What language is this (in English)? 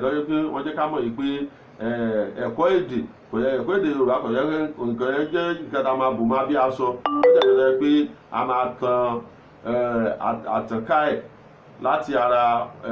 Yoruba